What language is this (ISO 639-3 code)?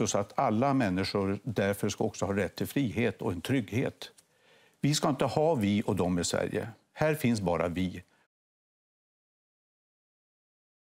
swe